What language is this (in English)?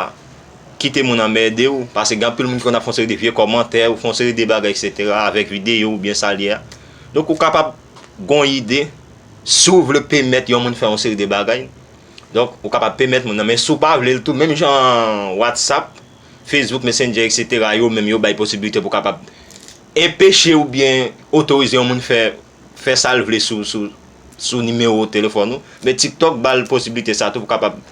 Haitian Creole